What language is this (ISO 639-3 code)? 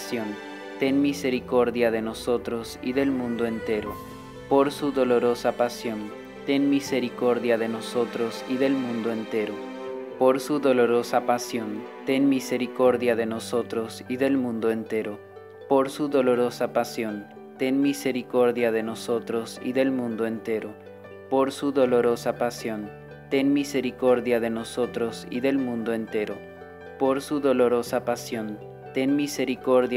spa